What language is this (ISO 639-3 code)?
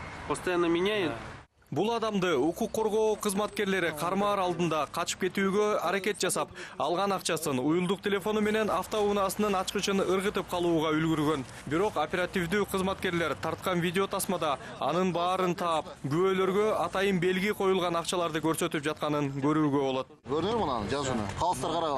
kir